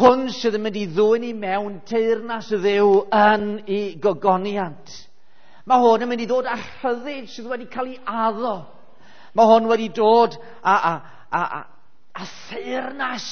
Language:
Welsh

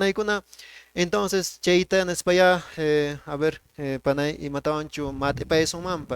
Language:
Quechua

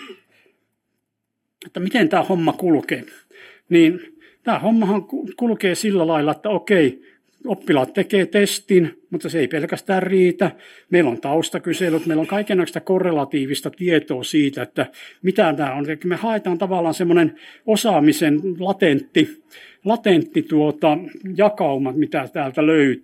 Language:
Finnish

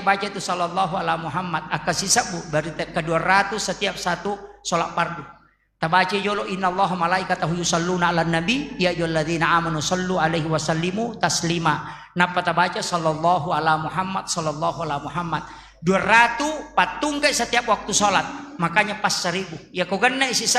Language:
Buginese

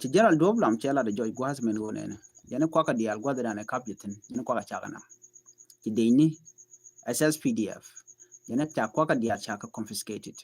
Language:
Nuer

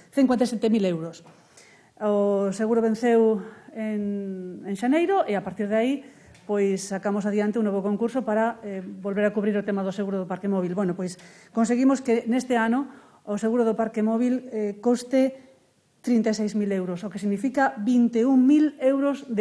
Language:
Galician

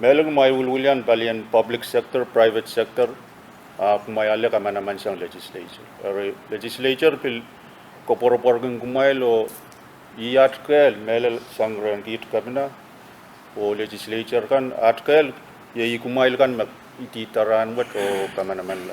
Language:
Pohnpeian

